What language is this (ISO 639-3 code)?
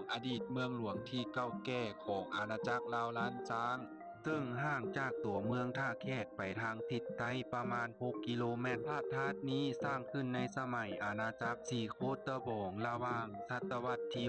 lao